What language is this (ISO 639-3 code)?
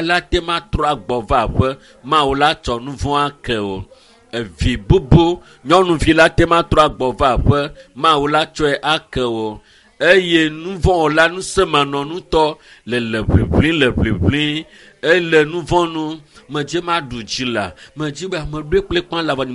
ewe